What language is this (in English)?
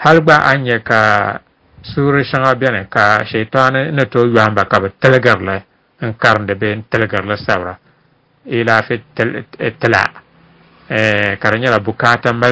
Dagbani